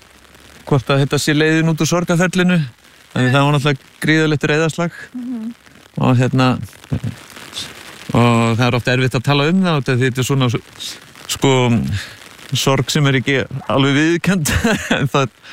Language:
Icelandic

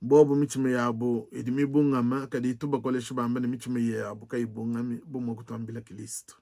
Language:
Luba-Lulua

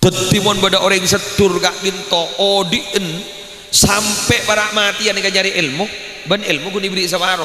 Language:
Madurese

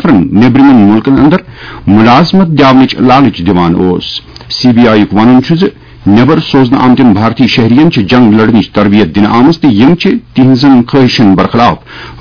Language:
Kashmiri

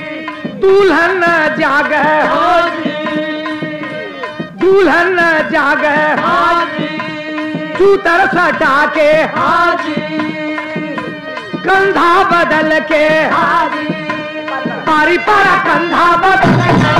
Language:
Bhojpuri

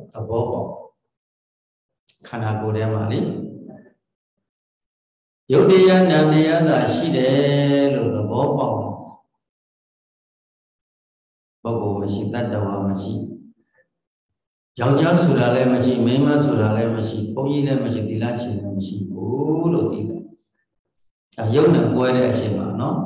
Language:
Burmese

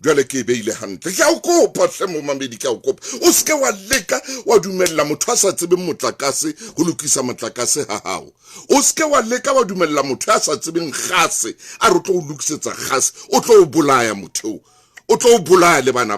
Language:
Southern Sotho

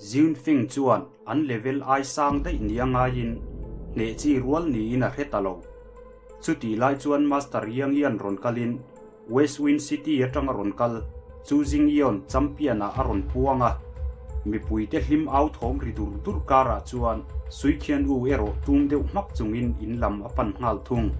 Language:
Mizo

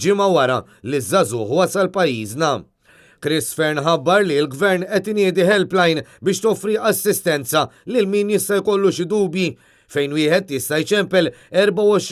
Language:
Maltese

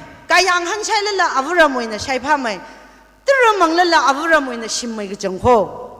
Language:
Tangkhul Naga (India)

